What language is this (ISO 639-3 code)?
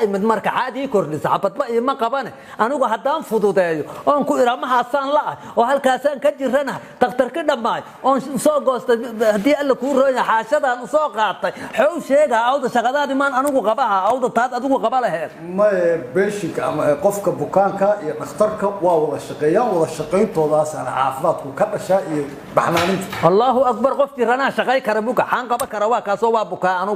som